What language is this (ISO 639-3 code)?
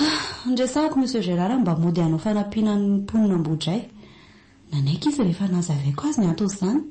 mlg